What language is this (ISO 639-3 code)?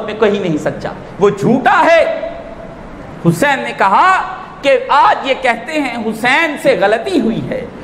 urd